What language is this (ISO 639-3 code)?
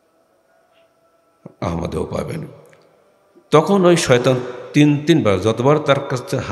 ben